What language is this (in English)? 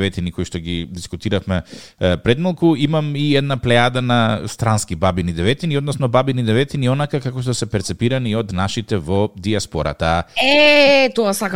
Macedonian